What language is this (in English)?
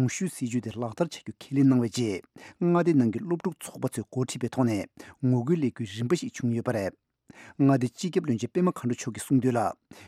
Tibetan